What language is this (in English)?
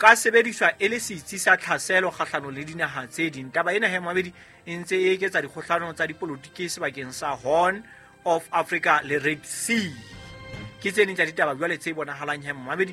Southern Sotho